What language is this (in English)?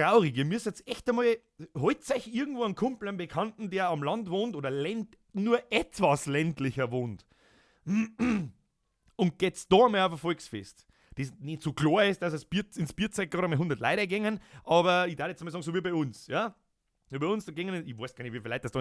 Bavarian